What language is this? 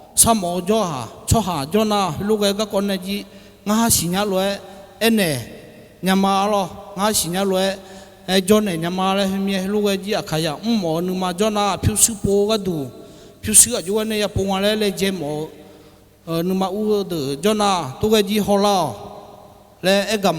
Akha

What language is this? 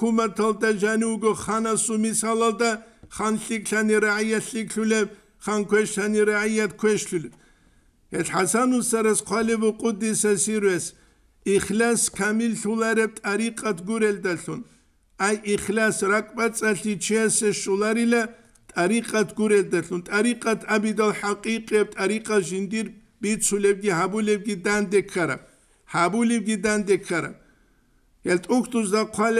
Avaric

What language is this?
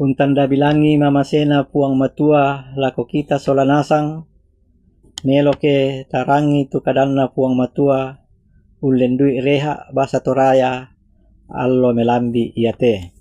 Toraja-Sa'dan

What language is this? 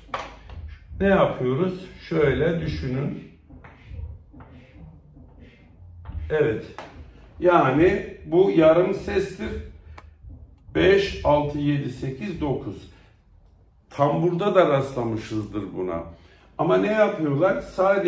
Turkish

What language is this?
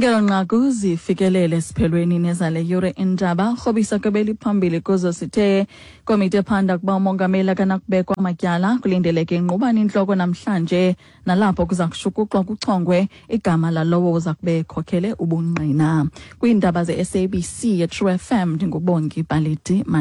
Xhosa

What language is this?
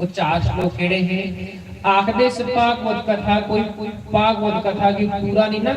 Dogri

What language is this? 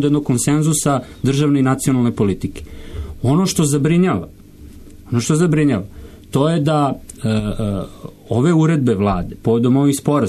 Serbian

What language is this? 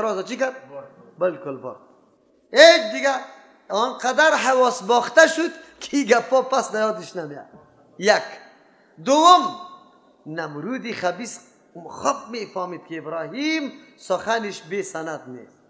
Persian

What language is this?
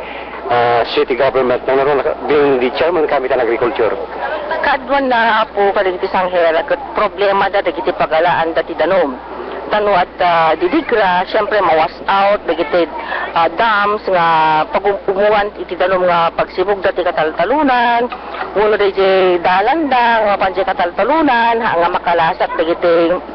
Iloko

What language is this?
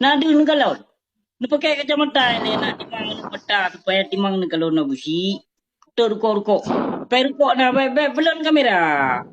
Achinese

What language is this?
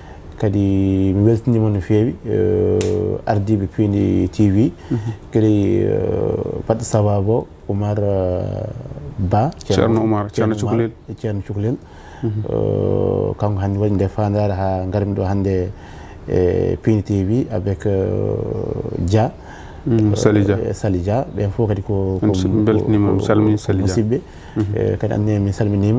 Fula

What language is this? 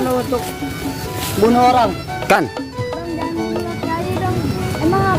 Betawi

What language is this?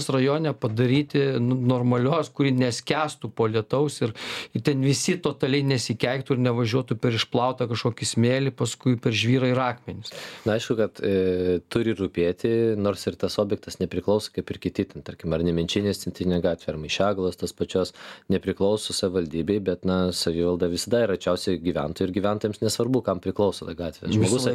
Lithuanian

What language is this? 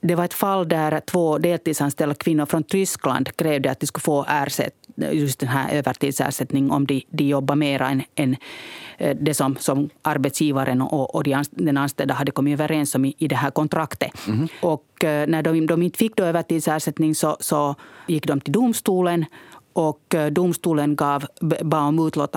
Swedish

